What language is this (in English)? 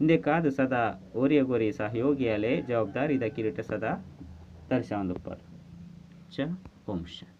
Tulu